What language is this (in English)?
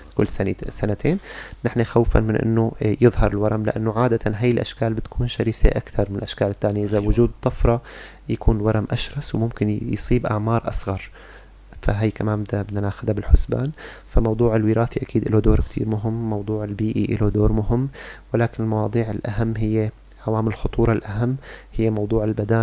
North Levantine Arabic